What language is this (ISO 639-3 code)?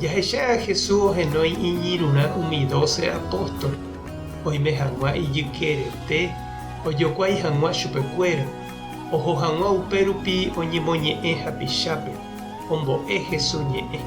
grn